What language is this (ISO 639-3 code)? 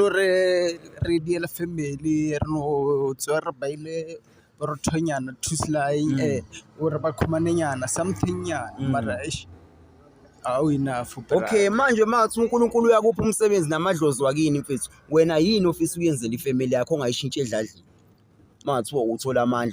zul